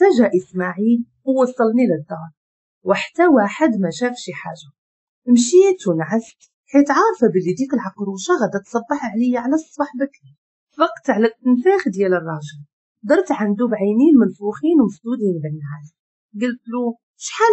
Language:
Moroccan Arabic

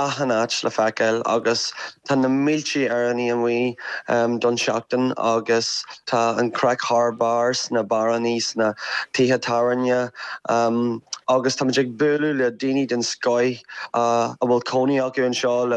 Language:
Irish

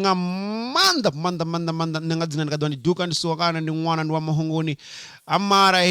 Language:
Venda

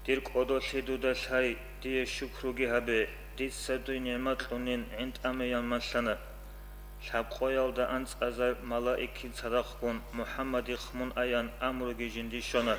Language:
Avaric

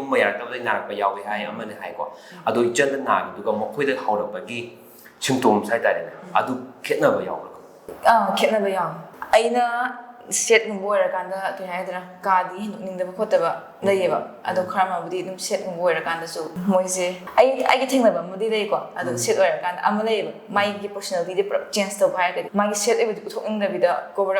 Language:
Manipuri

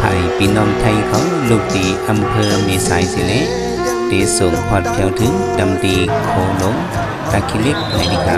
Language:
Shan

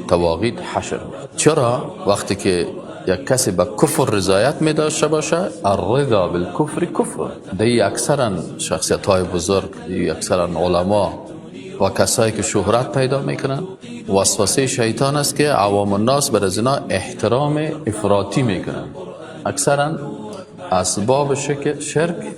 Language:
Persian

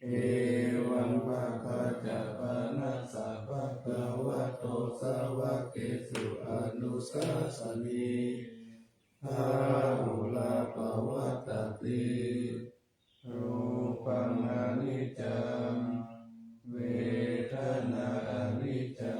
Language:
Pali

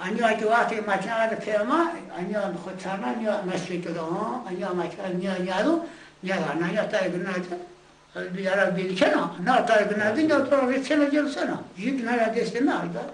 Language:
Zaza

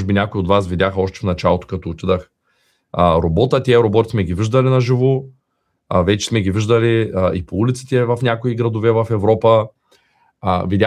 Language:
Bulgarian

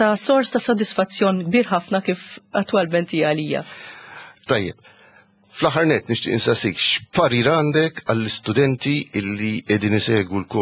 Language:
Maltese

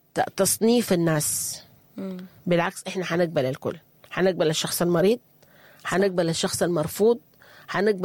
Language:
Sudanese Arabic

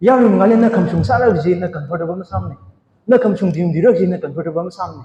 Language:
Tangkhul Naga (India)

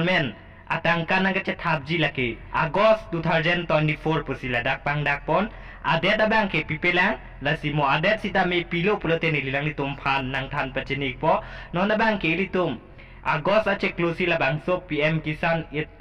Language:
Karbi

